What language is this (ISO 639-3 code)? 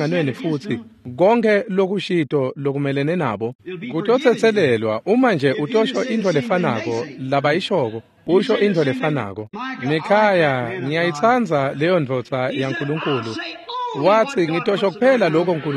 ssw